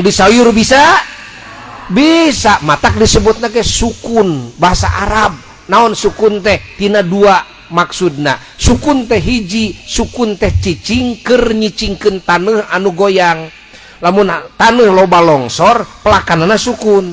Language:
Sundanese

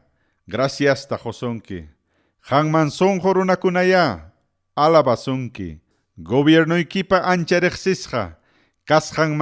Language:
Ayacucho Quechua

